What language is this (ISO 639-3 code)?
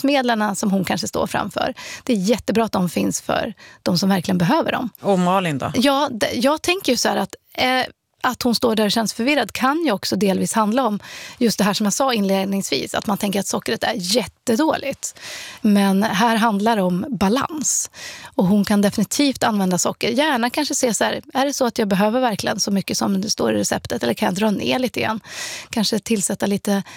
swe